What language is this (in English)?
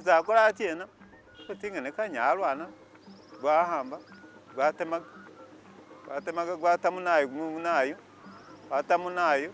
Masaaba